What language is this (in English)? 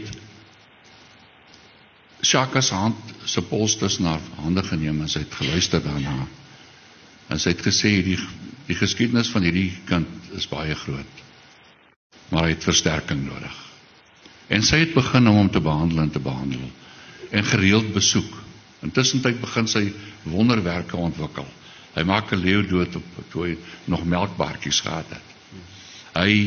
Afrikaans